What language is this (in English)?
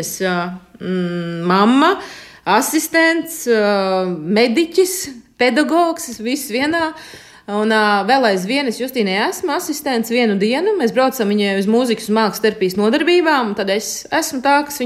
Latvian